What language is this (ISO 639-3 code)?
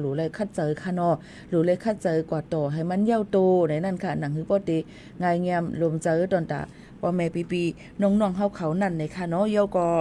shn